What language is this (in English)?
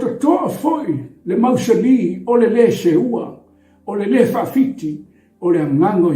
Samoan